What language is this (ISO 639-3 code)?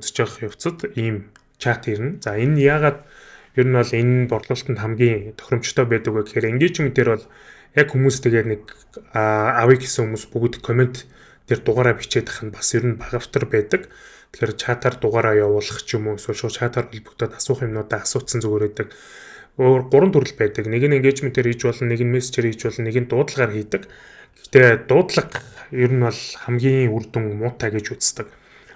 mon